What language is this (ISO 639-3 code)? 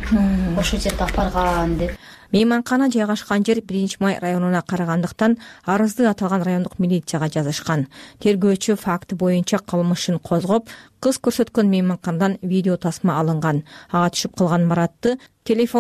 kir